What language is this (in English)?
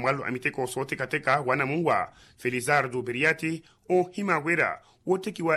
Makhuwa